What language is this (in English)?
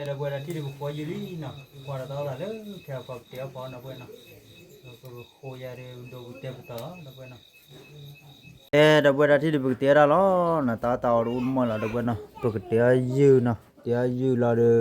S'gaw Karen